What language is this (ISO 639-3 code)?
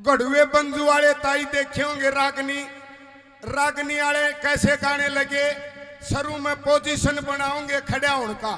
bgc